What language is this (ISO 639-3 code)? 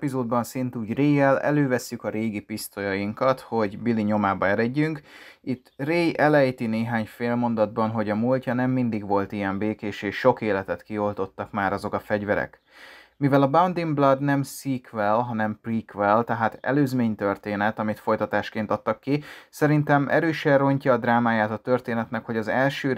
hun